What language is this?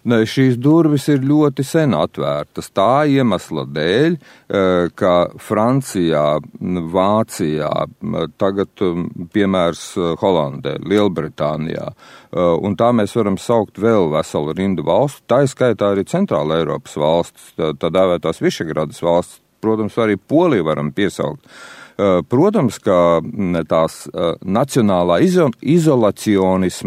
Latvian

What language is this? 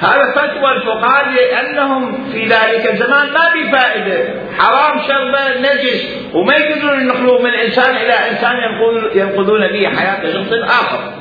Mesopotamian Arabic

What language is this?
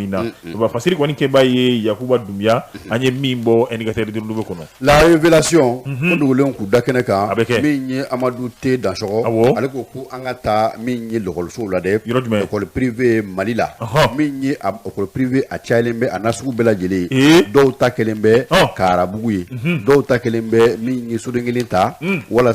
Bambara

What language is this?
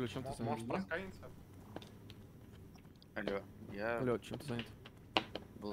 Russian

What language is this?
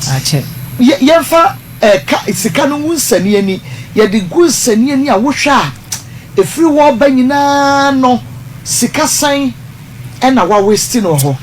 Akan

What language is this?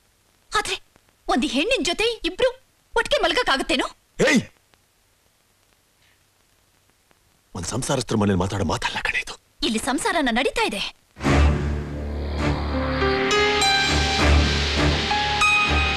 Kannada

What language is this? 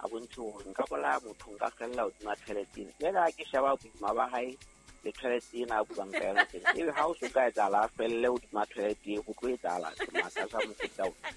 Southern Sotho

